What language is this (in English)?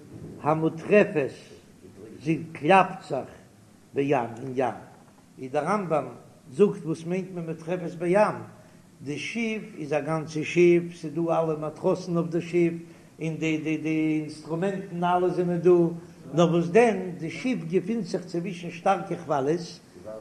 Yiddish